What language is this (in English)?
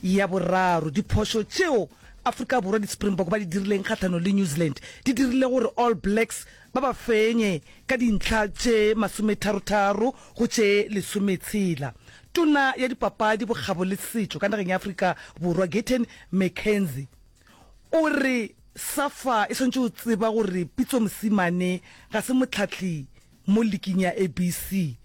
Northern Sotho